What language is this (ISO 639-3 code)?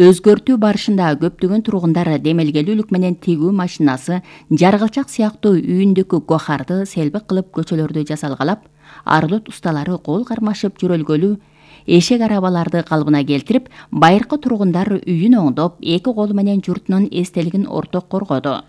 kir